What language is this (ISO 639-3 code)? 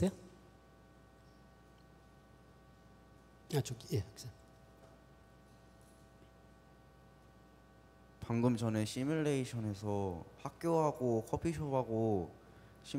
kor